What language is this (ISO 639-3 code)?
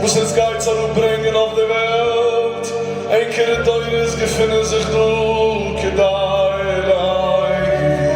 yid